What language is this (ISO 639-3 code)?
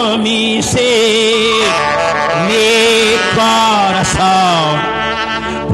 kek